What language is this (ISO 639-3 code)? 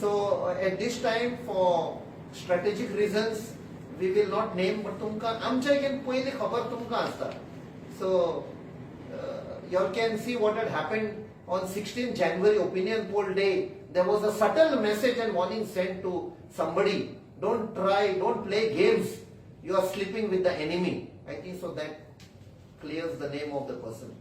kok